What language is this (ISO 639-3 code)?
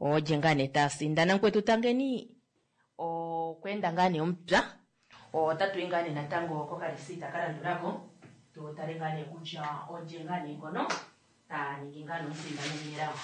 kua